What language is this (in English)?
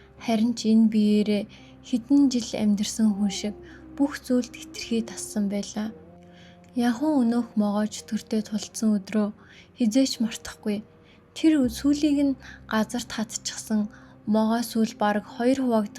Mongolian